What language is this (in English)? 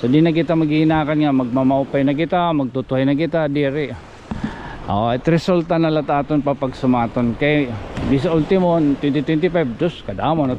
Waray